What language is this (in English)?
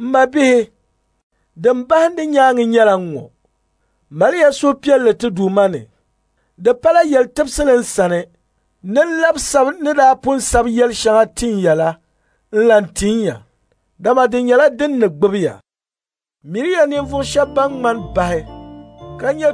Dagbani